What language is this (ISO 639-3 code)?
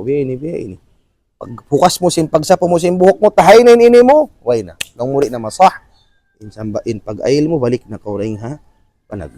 tsg